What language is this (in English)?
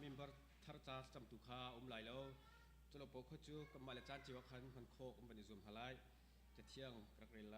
Hakha Chin